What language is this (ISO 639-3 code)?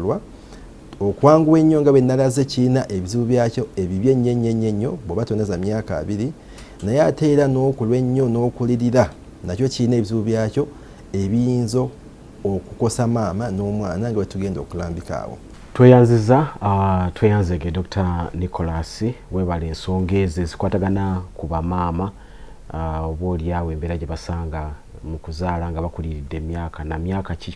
lug